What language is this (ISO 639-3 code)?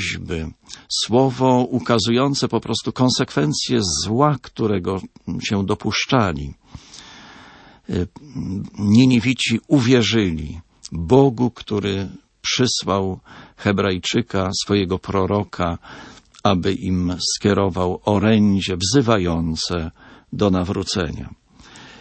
pol